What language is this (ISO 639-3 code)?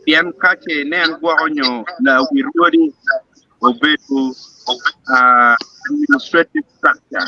ach